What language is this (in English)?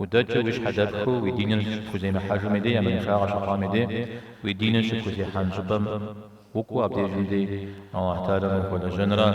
Kabardian